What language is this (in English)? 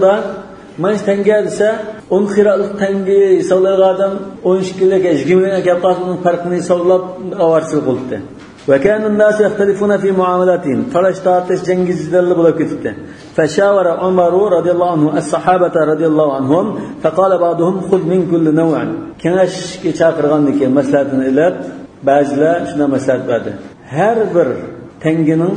Uyghur